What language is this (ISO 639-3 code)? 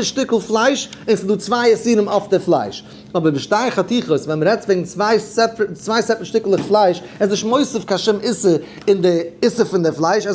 yid